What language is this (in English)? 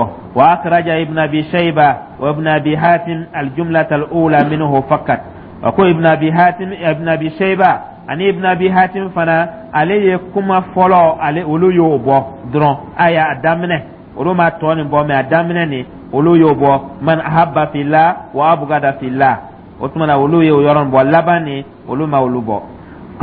Dyula